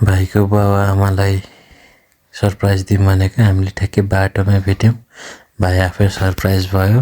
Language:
Nepali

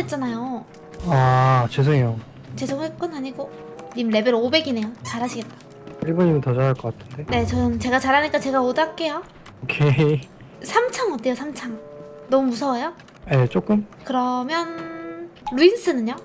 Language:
Korean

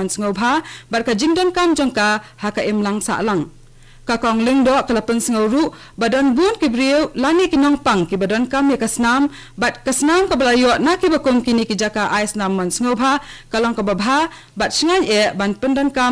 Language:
Khasi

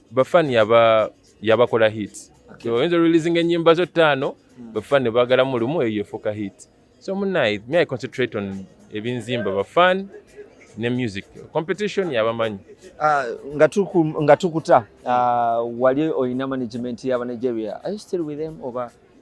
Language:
Ganda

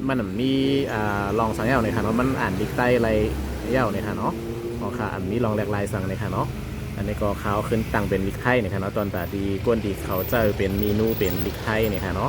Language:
Shan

